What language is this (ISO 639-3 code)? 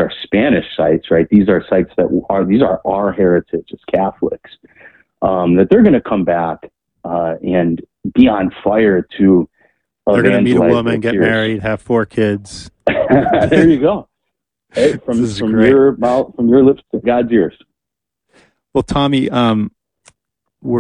eng